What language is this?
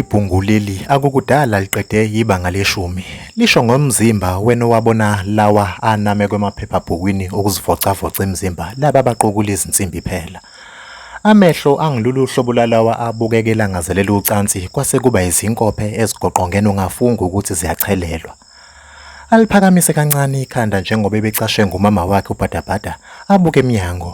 Zulu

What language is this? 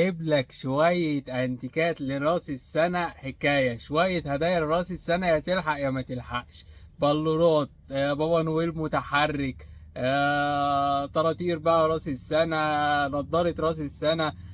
Egyptian Arabic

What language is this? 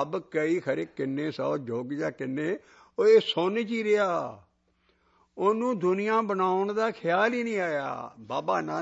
Punjabi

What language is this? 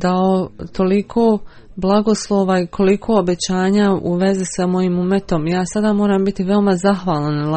Bosnian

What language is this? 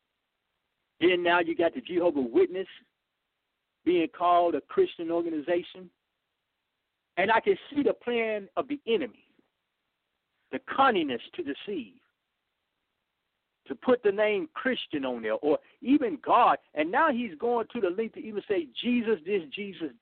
English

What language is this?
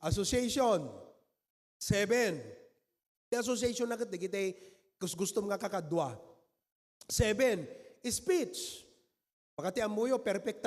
Iloko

